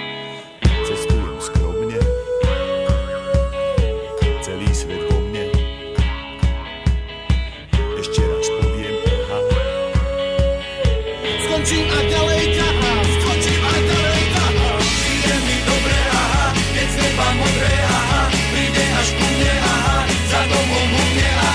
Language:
Slovak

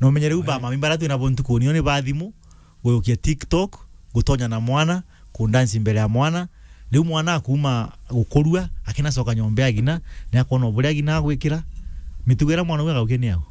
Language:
Meru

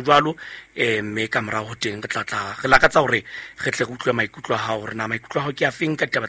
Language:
Southern Sotho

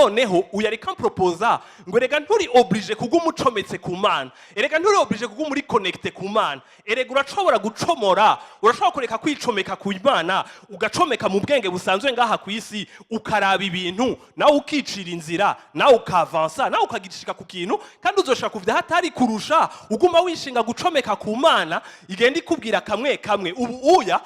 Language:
Rundi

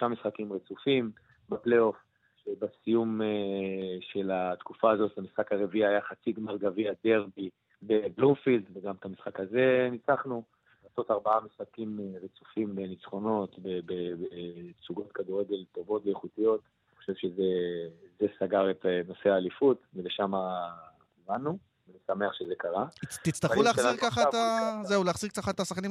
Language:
Hebrew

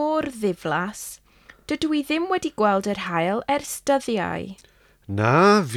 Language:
Welsh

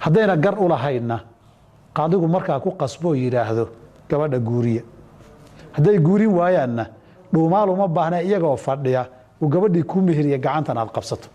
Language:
Somali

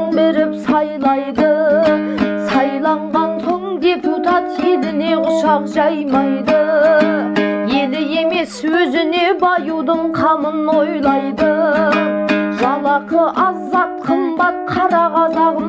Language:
Kazakh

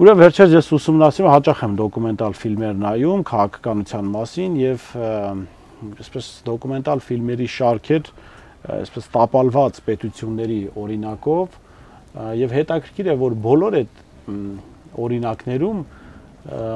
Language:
Armenian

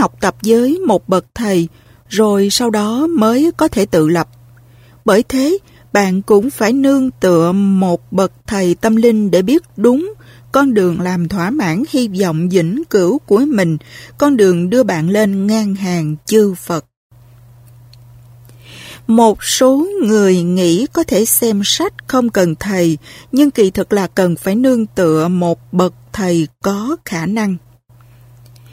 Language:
Vietnamese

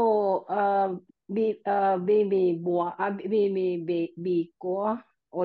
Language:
Finnish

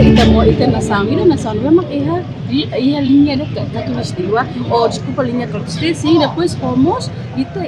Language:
Tetum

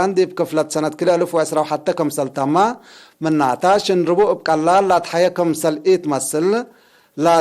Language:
Tigre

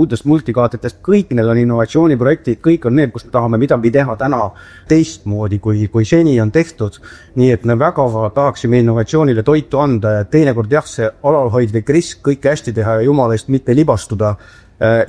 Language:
Estonian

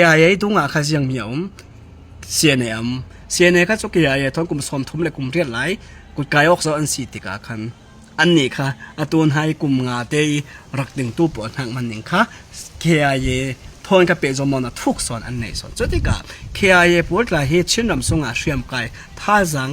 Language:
Falam Chin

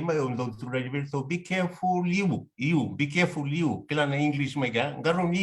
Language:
Fijian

